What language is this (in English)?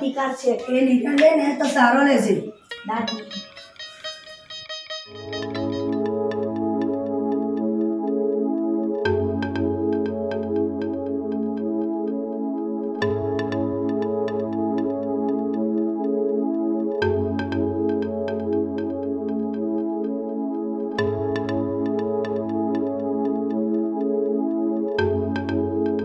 Gujarati